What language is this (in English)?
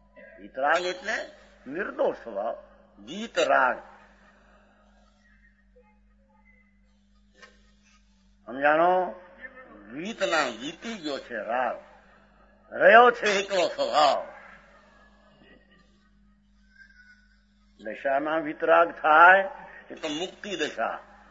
Gujarati